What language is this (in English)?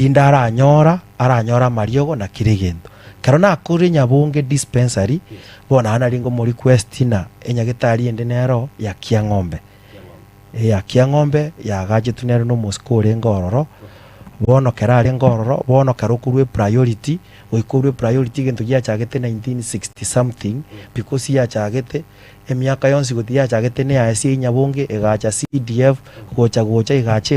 Gusii